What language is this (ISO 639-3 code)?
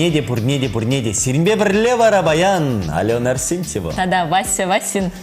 chv